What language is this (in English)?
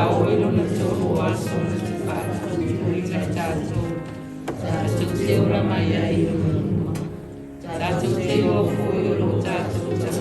Samoan